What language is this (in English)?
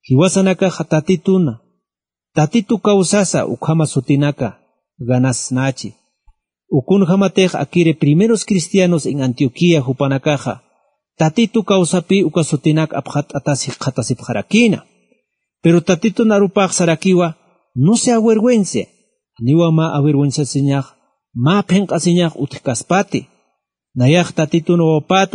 Aymara